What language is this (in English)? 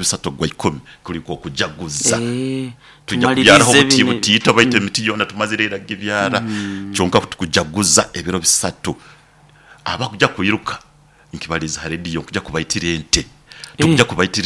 Nyoro